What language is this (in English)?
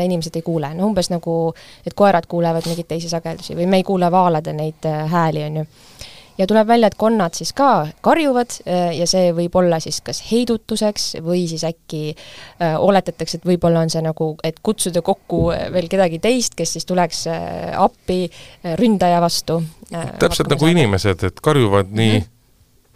Estonian